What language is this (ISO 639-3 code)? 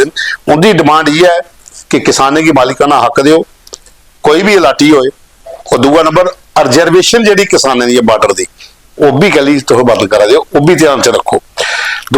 doi